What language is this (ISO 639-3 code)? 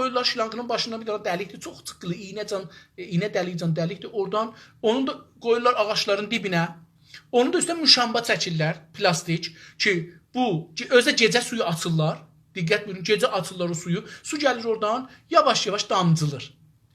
azb